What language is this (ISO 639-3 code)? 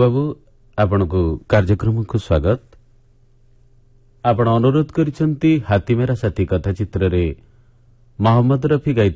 ori